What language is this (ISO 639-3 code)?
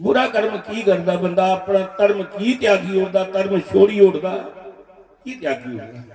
doi